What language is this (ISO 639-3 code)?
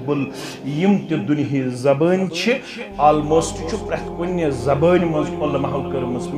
kas